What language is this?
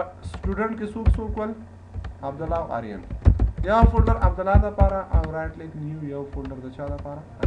Pashto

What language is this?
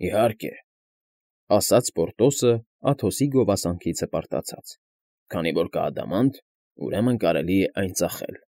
Armenian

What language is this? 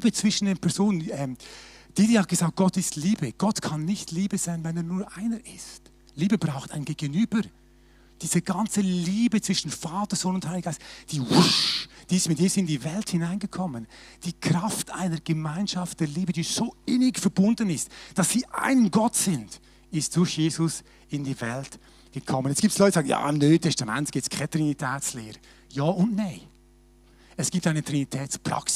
Swiss German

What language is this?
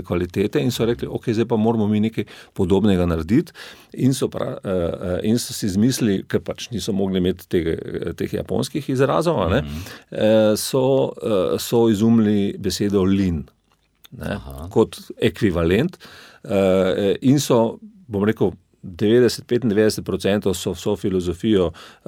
Slovenian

